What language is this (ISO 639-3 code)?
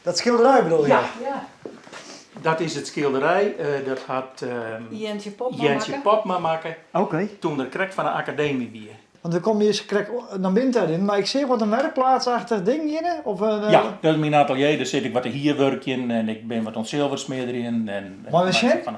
fry